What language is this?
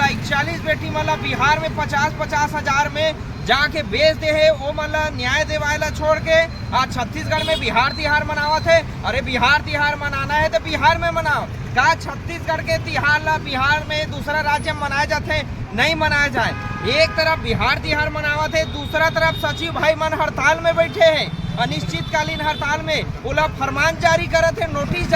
Chhattisgarhi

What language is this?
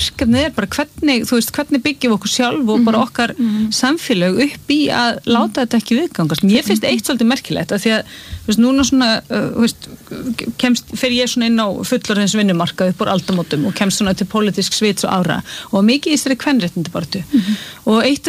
Icelandic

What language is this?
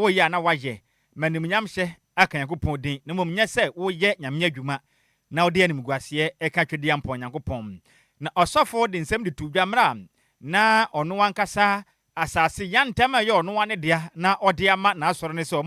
Akan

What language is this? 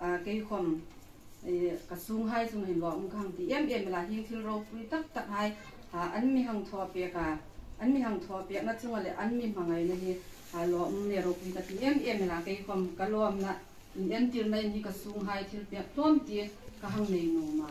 Hmar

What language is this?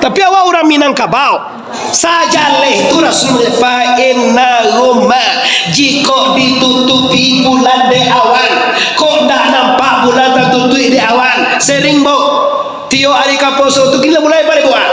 Minangkabau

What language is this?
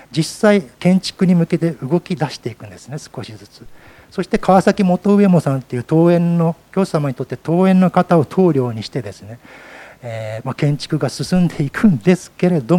Japanese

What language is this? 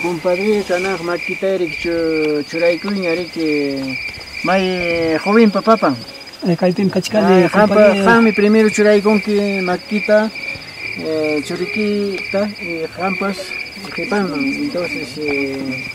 Ayacucho Quechua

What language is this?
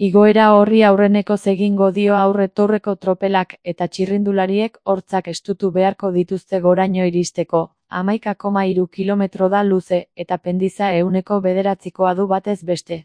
Basque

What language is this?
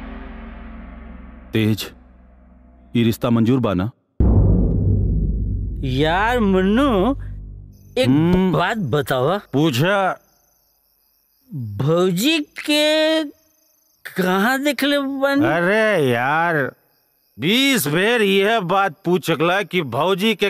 Bhojpuri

